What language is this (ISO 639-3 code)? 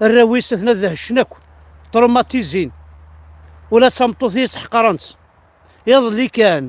kab